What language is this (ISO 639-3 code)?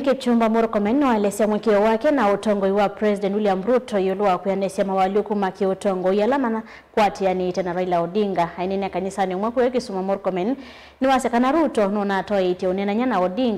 kam